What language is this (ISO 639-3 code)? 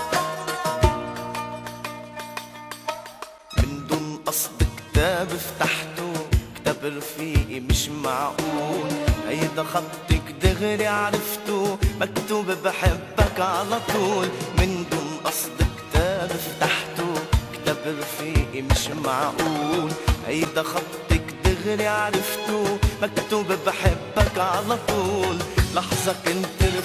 apc